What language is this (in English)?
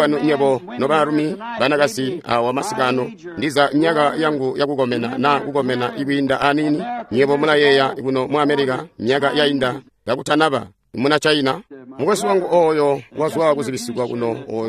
Tonga (Zambia)